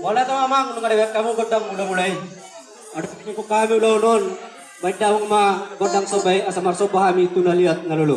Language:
Batak Toba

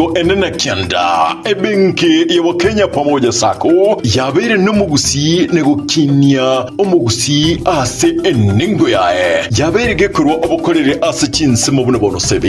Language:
Gusii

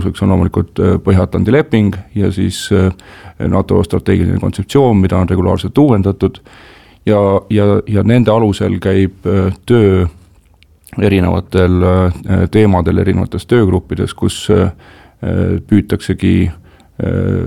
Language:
Estonian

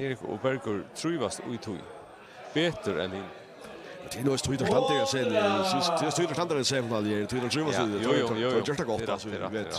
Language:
Faroese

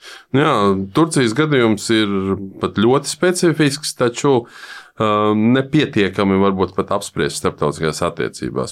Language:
Latvian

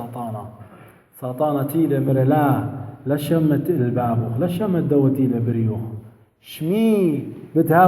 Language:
Assyrian Neo-Aramaic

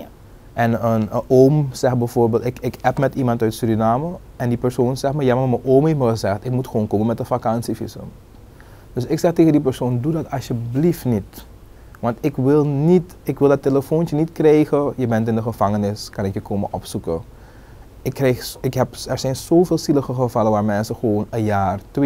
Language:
Dutch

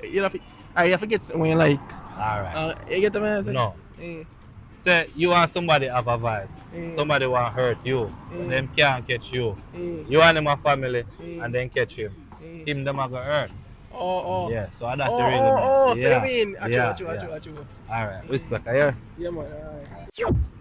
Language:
Jamaican Creole English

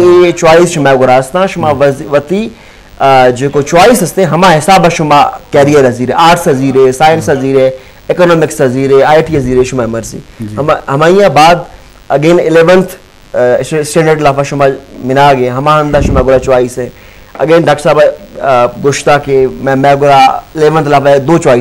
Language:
Eastern Balochi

